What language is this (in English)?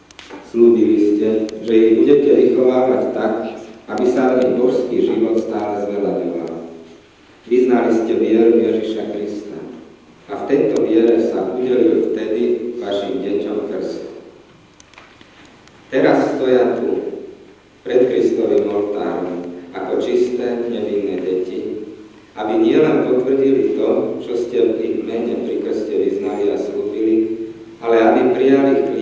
Slovak